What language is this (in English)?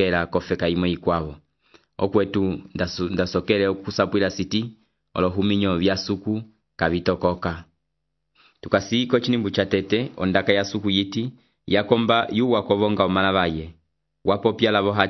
Umbundu